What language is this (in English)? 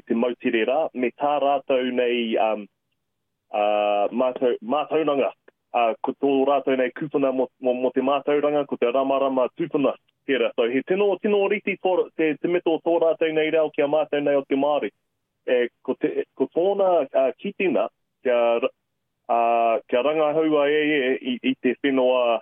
Māori